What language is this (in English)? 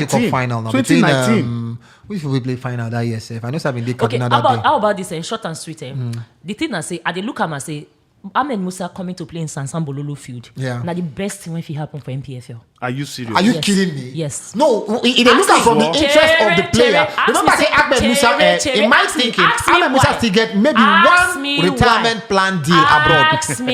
Nigerian Pidgin